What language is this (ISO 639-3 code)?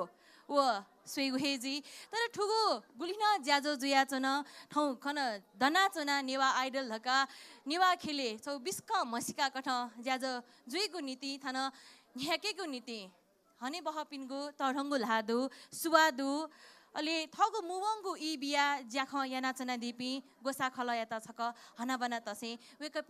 new